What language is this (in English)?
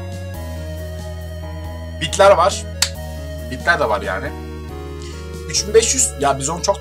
Turkish